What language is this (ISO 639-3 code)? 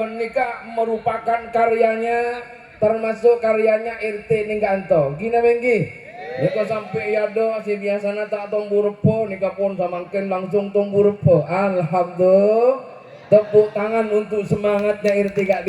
mad